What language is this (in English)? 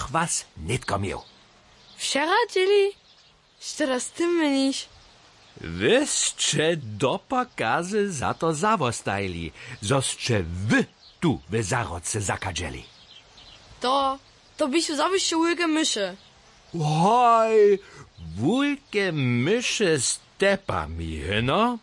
Upper Sorbian